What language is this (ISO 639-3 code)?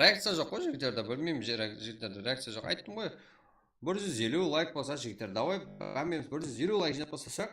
kaa